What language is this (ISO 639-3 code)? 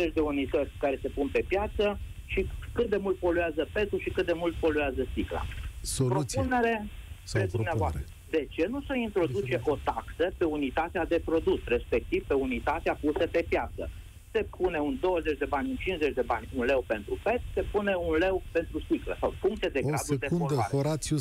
ron